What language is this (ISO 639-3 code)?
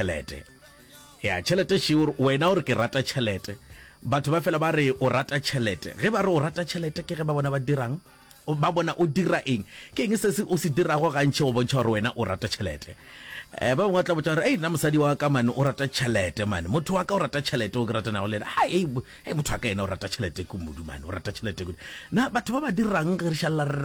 nso